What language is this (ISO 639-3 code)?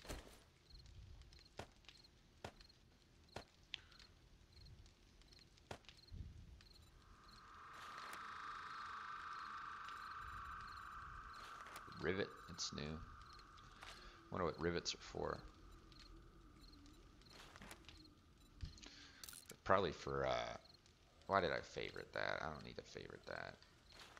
eng